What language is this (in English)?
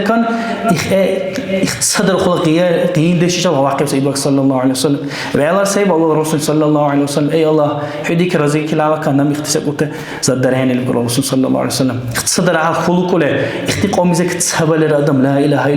Dargwa